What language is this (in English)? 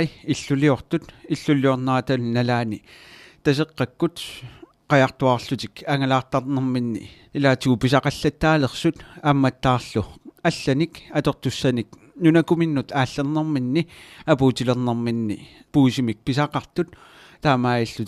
Kalaallisut